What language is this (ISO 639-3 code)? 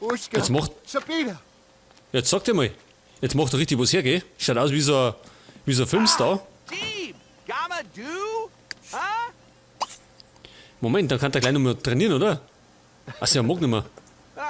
bar